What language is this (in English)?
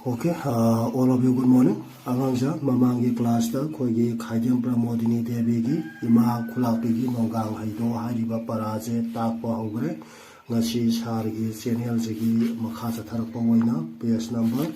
Manipuri